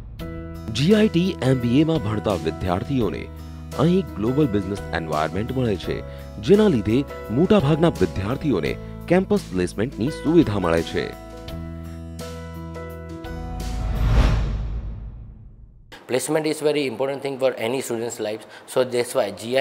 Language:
Gujarati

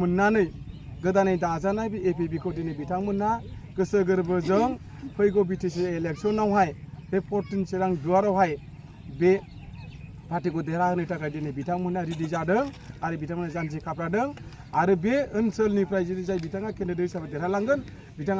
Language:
Bodo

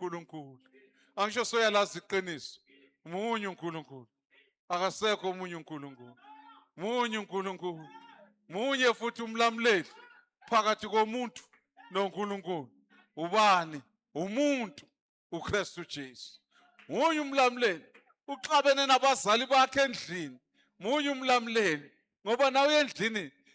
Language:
Zulu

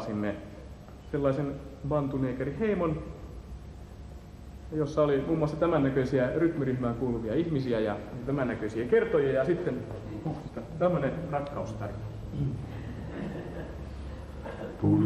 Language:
Finnish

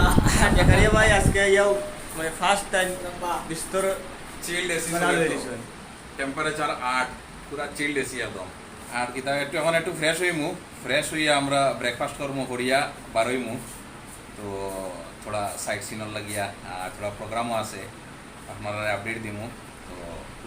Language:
Sylheti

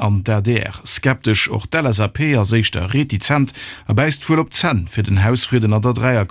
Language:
Luxembourgish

